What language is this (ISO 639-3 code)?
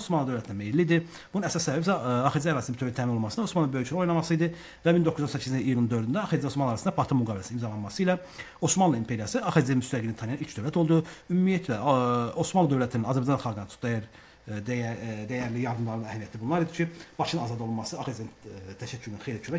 aze